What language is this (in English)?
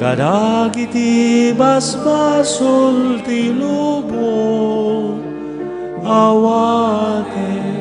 Iloko